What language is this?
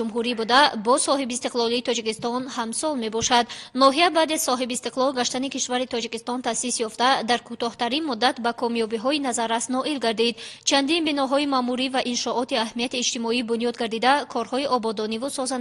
Tajik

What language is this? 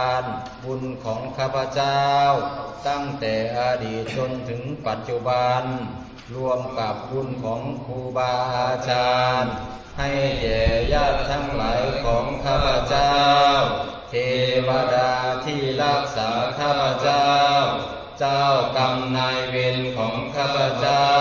Pali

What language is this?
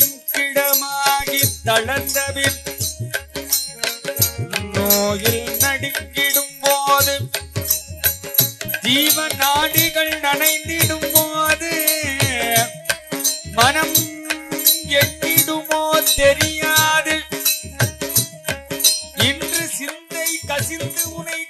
Tamil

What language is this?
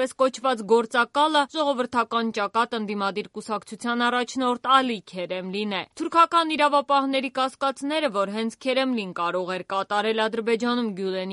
Armenian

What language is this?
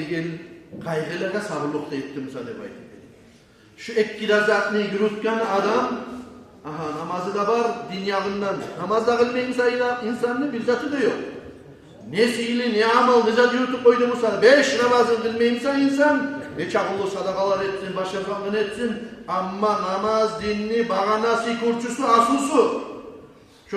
Kumyk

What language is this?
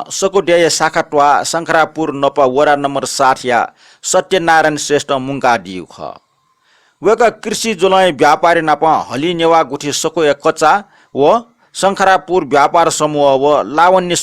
Newari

